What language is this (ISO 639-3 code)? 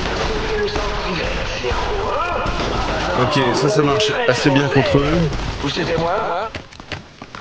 fra